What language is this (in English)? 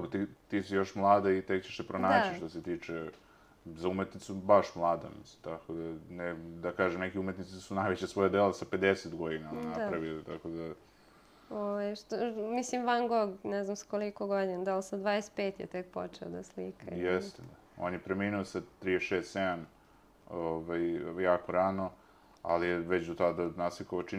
Serbian